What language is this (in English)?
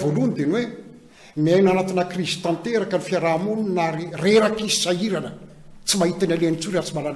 Malagasy